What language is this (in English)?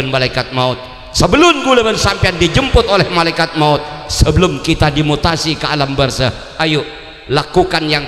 Madurese